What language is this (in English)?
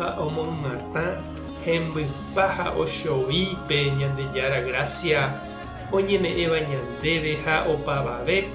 Guarani